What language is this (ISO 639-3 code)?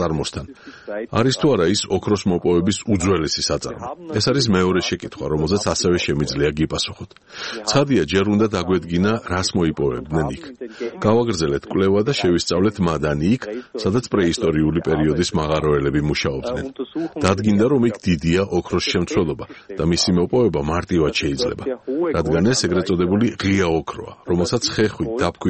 kat